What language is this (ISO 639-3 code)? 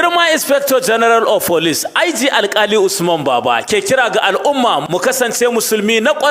hau